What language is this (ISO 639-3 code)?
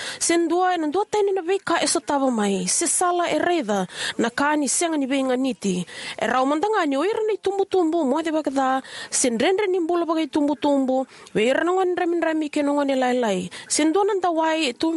fij